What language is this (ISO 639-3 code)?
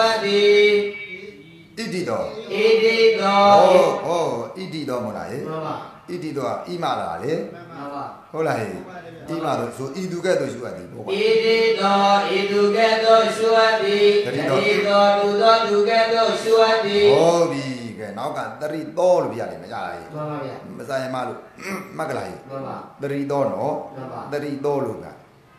mya